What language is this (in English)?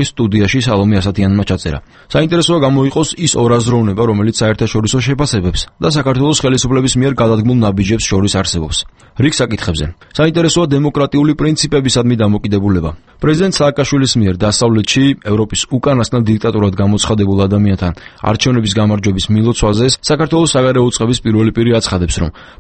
Georgian